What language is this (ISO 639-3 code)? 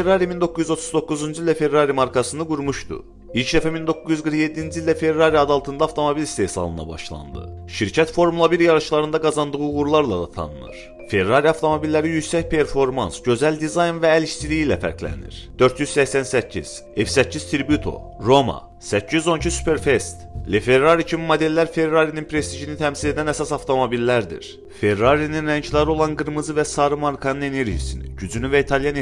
aze